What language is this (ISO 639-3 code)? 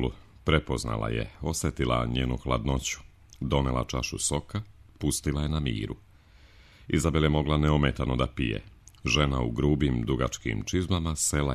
srp